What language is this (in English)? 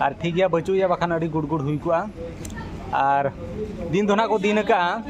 Santali